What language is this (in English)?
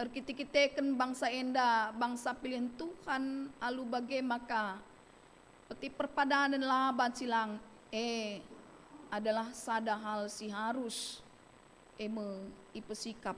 Batak Karo